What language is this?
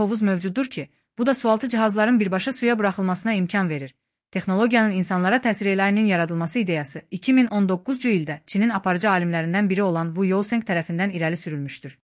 Azerbaijani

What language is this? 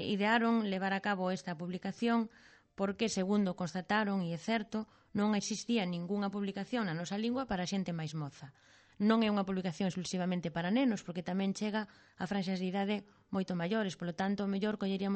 Galician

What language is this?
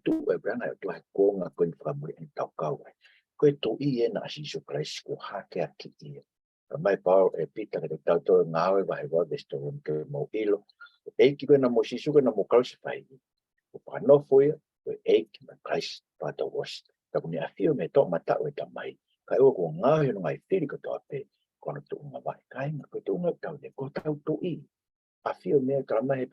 Tongan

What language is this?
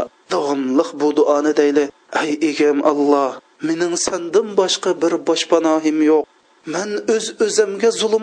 Uyghur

